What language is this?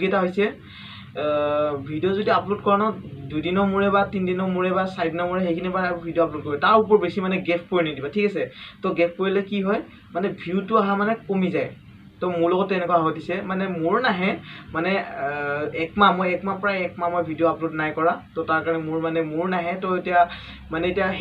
Assamese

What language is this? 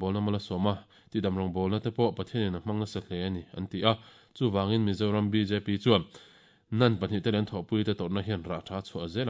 Mizo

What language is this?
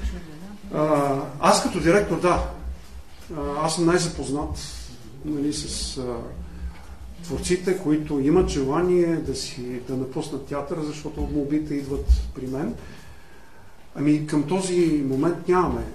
Bulgarian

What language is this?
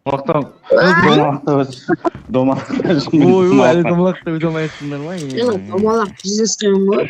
Kara-Kalpak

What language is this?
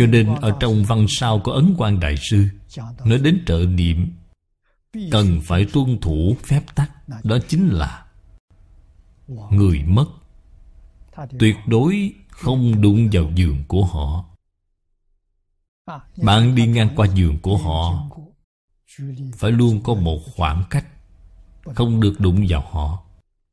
Vietnamese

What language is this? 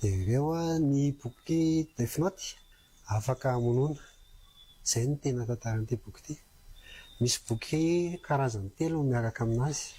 Malagasy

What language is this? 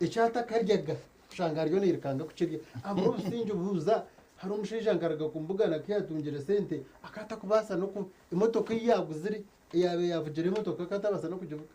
Nyankole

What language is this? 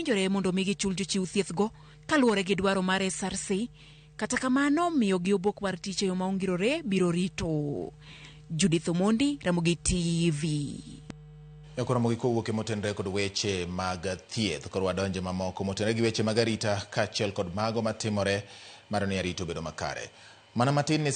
Luo (Kenya and Tanzania)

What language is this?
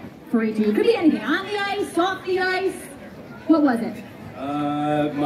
English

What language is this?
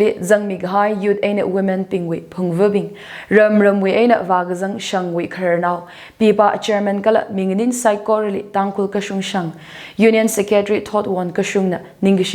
Tangkhul Naga (India)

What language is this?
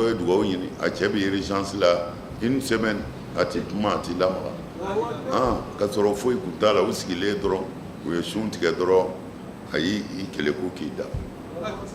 Bambara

